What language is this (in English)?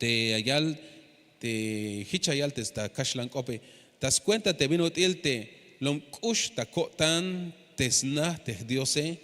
Tzeltal